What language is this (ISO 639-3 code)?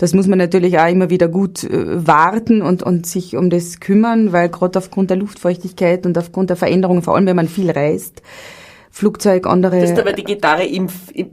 bar